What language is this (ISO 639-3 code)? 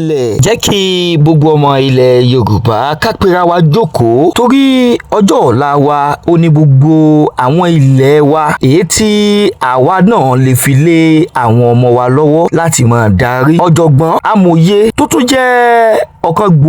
yor